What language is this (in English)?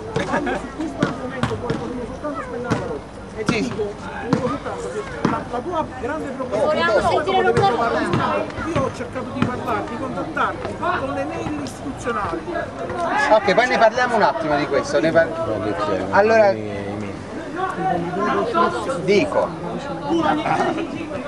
Italian